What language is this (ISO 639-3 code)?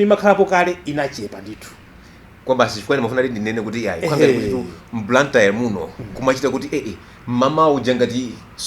nya